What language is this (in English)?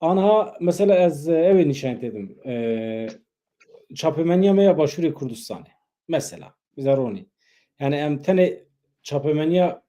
Kurdish